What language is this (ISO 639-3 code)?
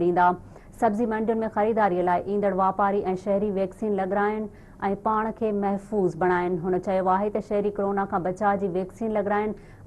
snd